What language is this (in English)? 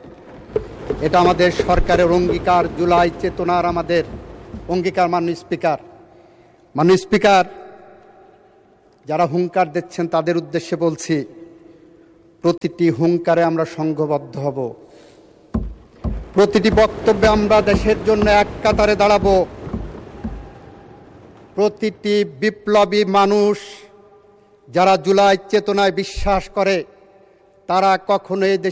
Bangla